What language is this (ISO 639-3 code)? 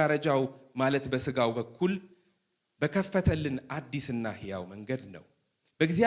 amh